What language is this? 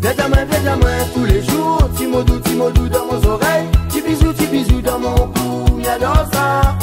Réunion Creole French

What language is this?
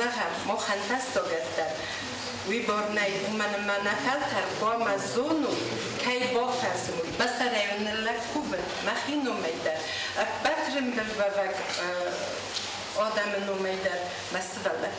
Ossetic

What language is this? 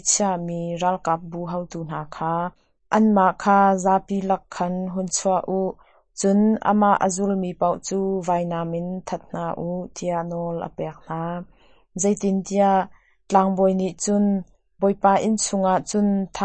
Hakha Chin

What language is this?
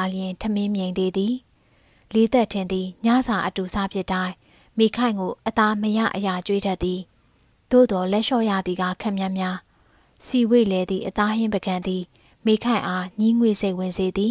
Burmese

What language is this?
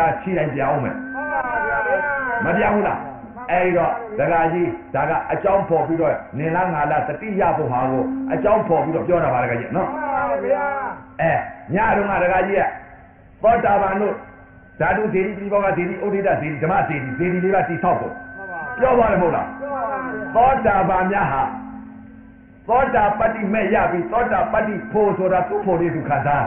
Burmese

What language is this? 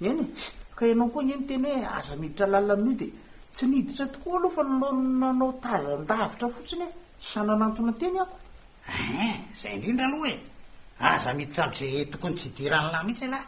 Malagasy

